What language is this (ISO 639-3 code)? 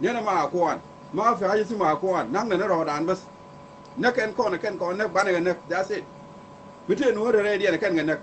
nus